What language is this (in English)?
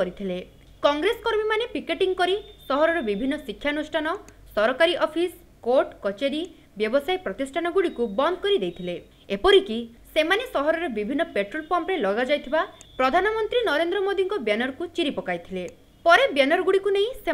Odia